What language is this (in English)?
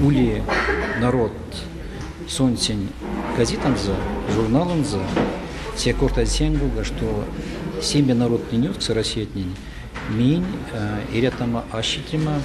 Erzya